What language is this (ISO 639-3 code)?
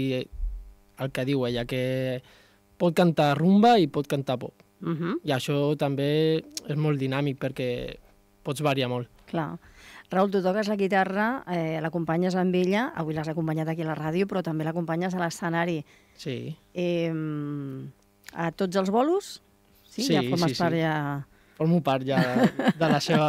cat